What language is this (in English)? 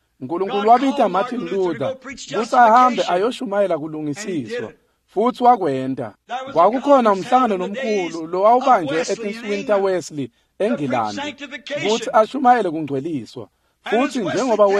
Swati